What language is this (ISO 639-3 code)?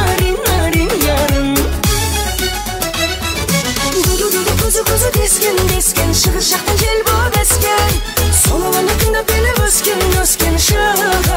kaa